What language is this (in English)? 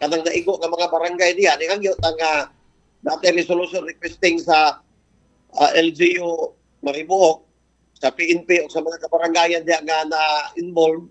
Cebuano